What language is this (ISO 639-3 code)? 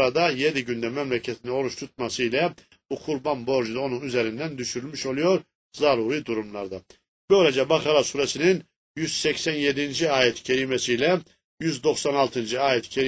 tur